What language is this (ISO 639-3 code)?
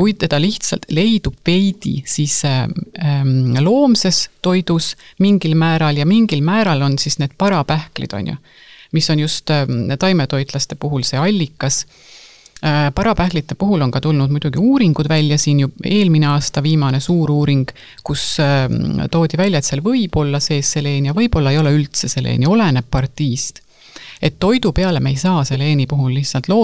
est